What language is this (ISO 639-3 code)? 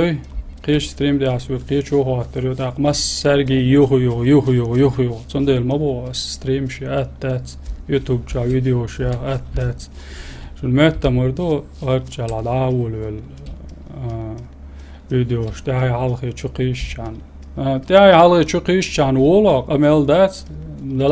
che